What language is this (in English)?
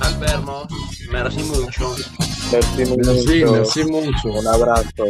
Ladino